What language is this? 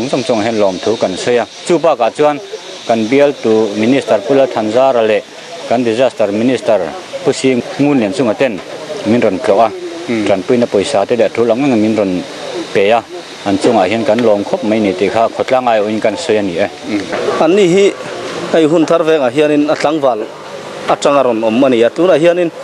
Mizo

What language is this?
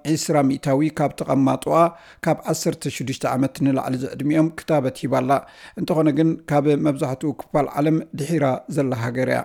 Tigrinya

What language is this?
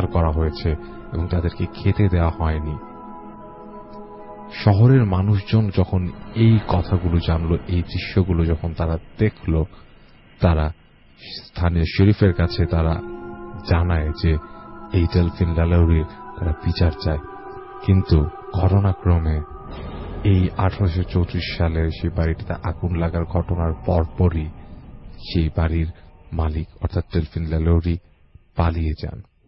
Bangla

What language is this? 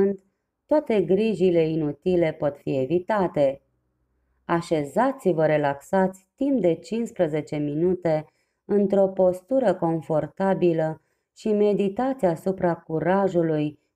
Romanian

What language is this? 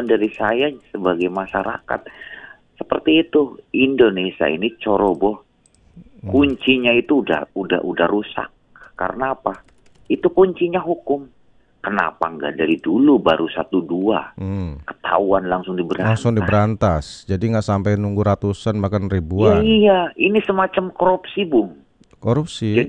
Indonesian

